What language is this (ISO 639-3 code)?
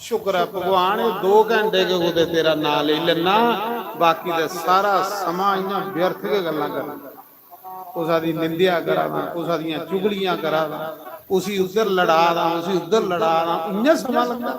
doi